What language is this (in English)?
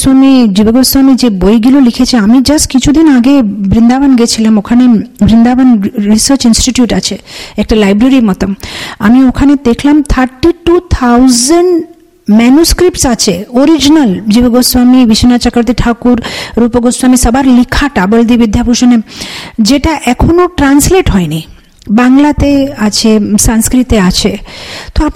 Bangla